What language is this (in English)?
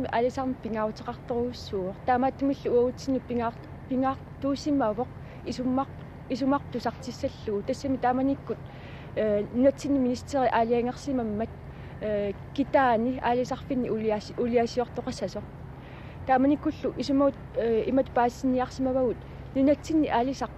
Kalaallisut